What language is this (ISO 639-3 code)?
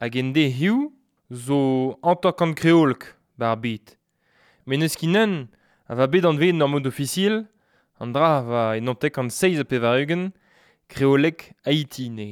bre